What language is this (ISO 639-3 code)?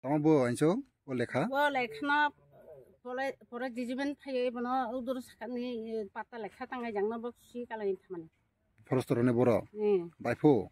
trp